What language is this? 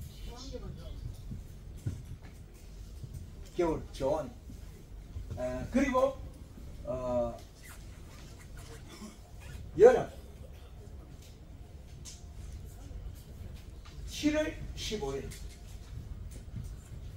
Korean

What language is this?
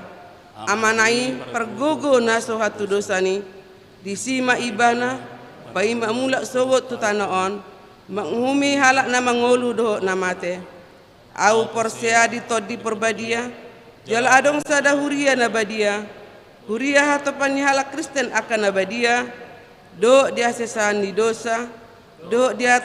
Batak Toba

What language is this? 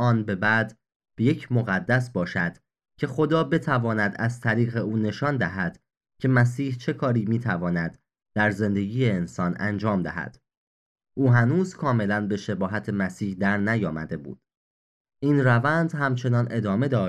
Persian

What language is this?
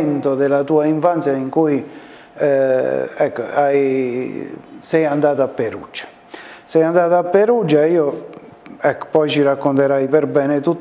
Italian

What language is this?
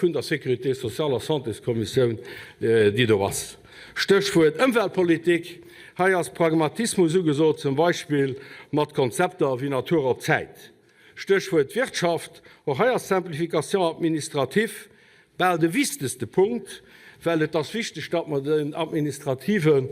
Luxembourgish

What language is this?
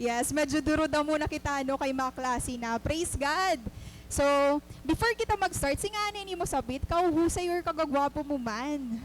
Waray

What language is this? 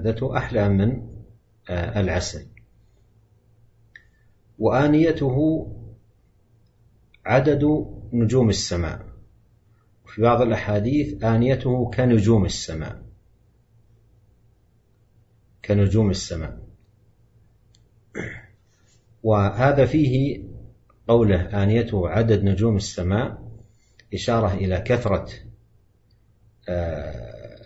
Arabic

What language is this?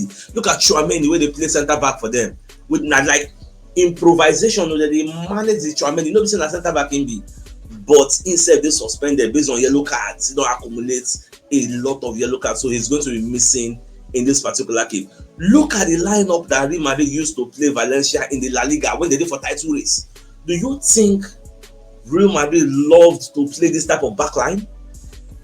Nigerian Pidgin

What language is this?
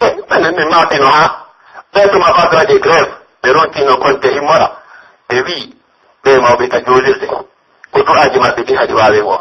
Pular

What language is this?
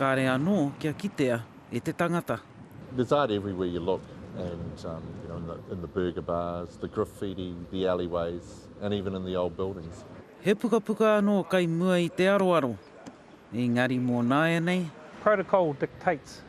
Māori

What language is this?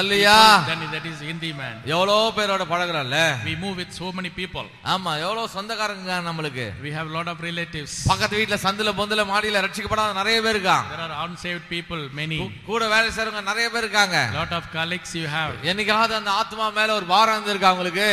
Tamil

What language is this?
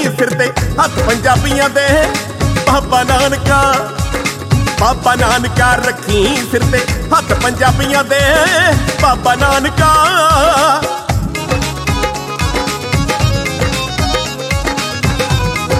Punjabi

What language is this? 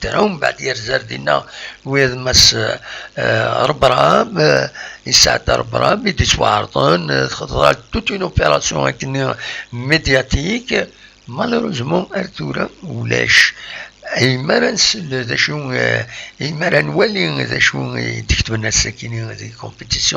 Kabyle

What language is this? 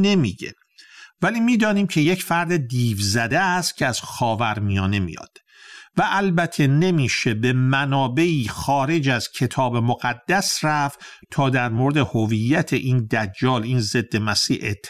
Persian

